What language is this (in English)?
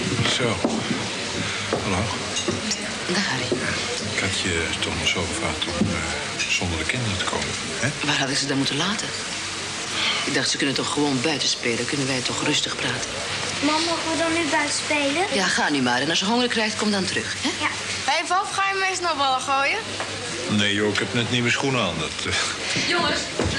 Dutch